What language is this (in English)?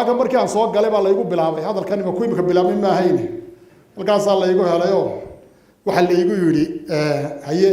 Somali